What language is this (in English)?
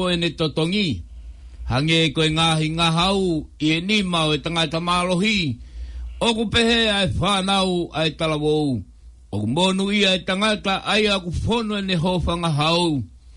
Tongan